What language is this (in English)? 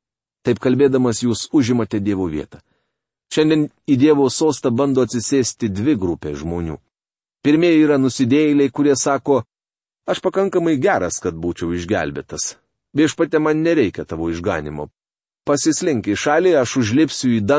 Lithuanian